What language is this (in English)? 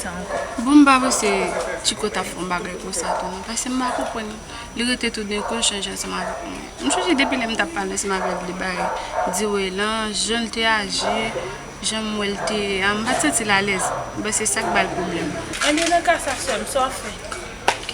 Haitian Creole